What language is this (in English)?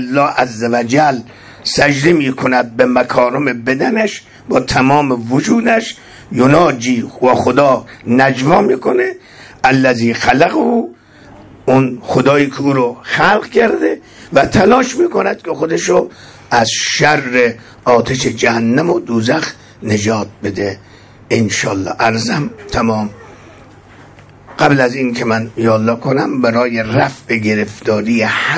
Persian